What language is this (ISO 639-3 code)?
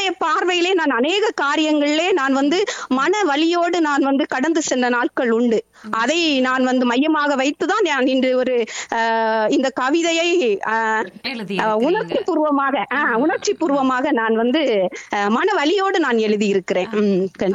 tam